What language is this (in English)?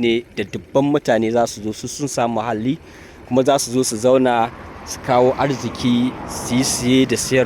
Hausa